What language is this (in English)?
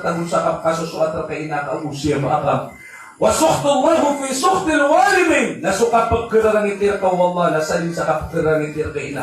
Maranao